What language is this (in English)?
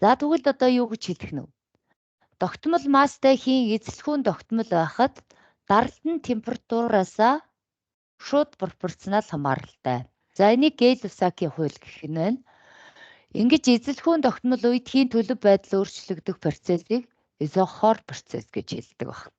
Mongolian